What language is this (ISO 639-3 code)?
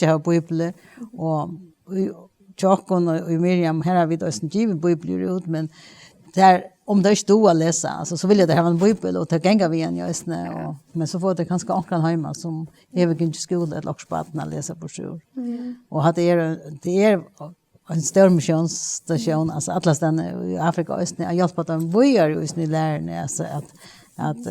fao